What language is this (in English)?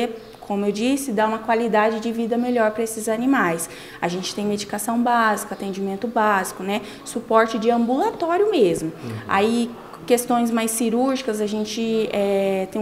Portuguese